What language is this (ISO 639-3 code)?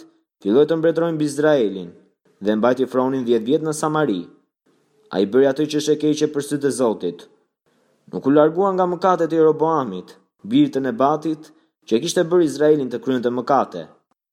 sqi